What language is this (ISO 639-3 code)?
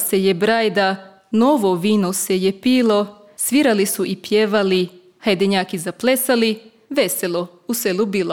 hrv